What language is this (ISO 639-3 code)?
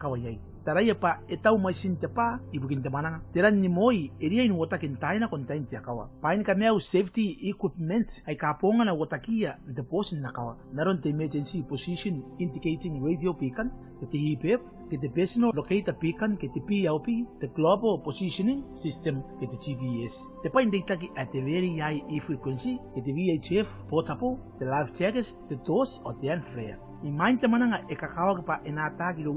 gil